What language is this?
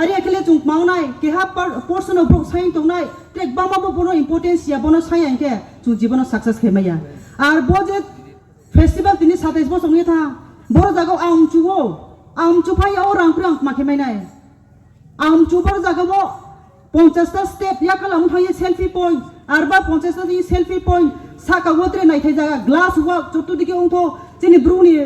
Riang (India)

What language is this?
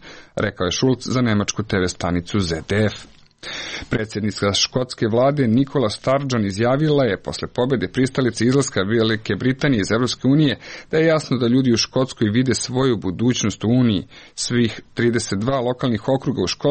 Serbian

